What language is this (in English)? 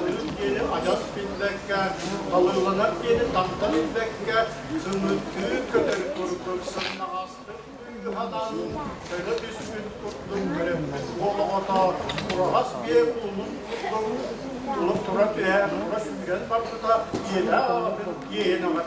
Yakut